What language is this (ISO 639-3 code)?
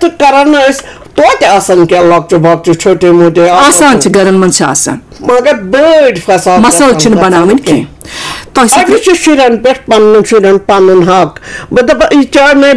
kas